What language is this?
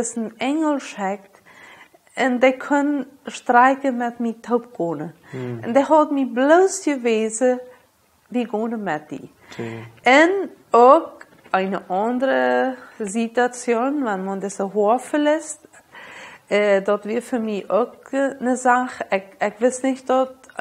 Plautdietsch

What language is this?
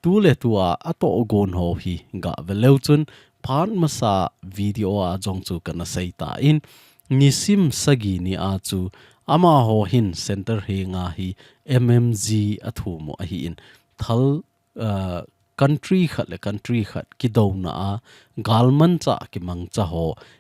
Thado Chin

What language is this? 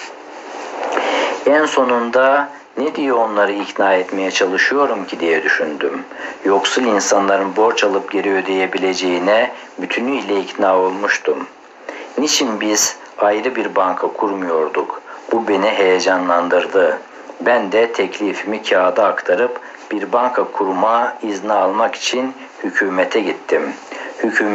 Turkish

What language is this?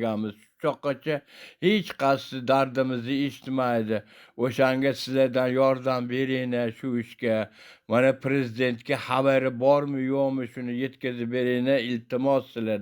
Uzbek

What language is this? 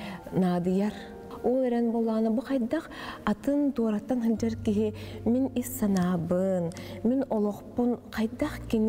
Yakut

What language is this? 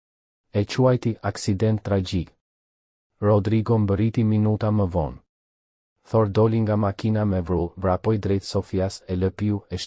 Albanian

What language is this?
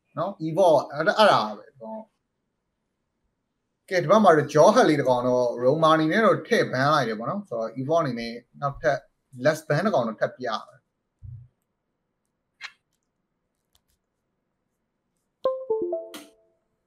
Burmese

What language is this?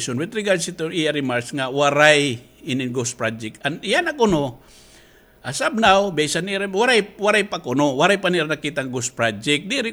Waray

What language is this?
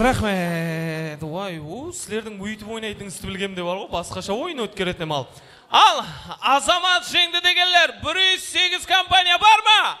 Kara-Kalpak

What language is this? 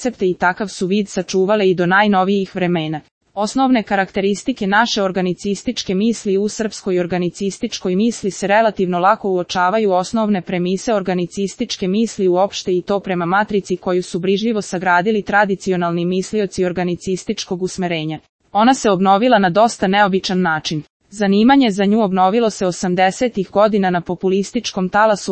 Serbian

